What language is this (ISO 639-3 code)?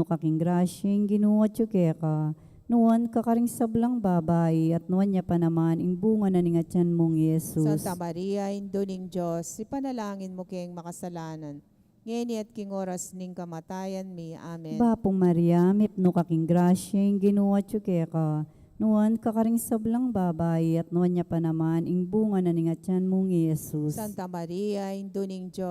pam